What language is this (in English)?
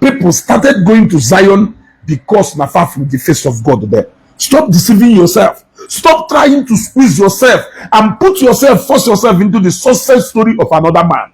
Igbo